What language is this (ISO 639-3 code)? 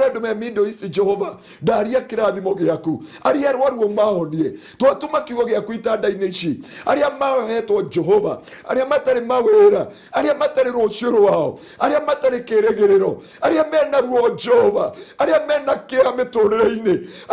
kik